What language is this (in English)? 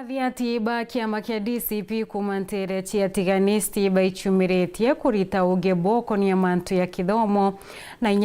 Meru